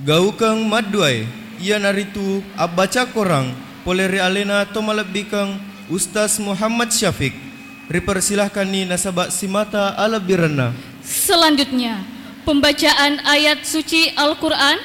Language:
Buginese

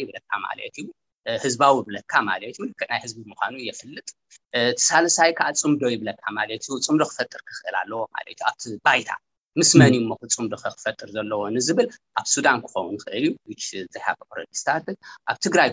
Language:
Tigrinya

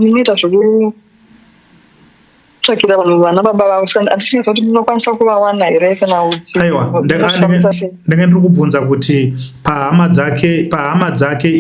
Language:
Shona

